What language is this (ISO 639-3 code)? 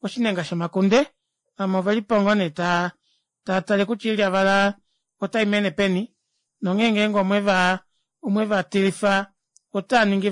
kua